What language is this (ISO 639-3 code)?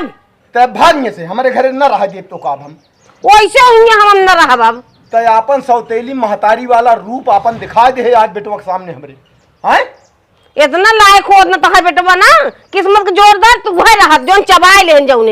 awa